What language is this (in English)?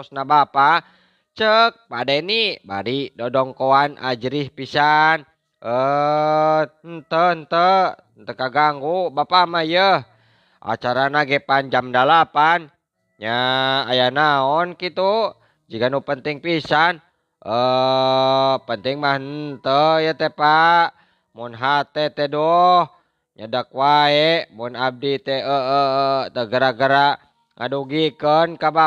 Sundanese